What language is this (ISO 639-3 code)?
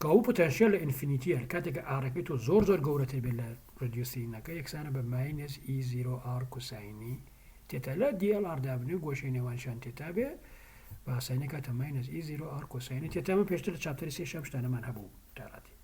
ckb